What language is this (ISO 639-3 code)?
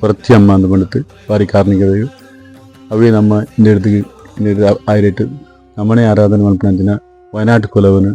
tcy